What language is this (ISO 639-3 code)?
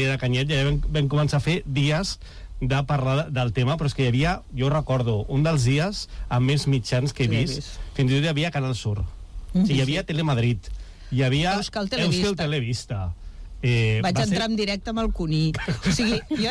cat